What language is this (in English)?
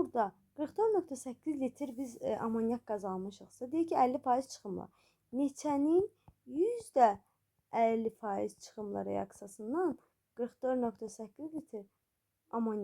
Azerbaijani